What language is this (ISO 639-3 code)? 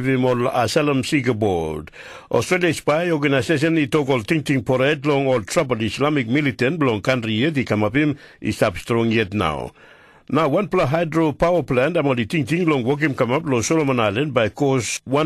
tpi